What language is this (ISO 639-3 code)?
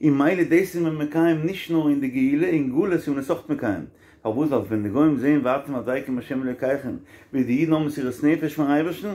yid